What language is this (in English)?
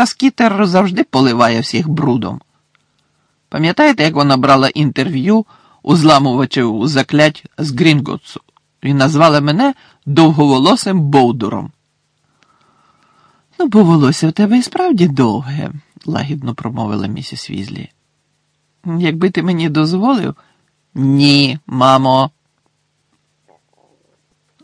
Ukrainian